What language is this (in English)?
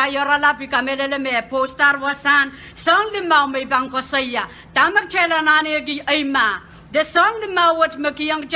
Pohnpeian